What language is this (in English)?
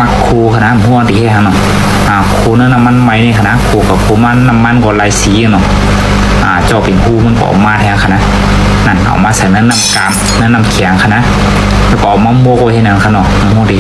Shan